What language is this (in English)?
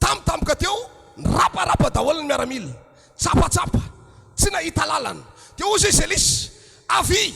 Malagasy